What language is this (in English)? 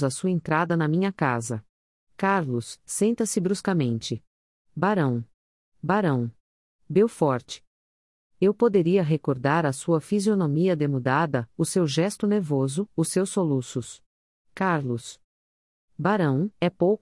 Portuguese